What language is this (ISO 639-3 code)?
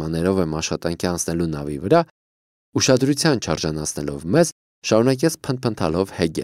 hye